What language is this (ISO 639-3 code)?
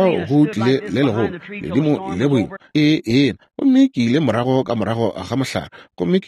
nso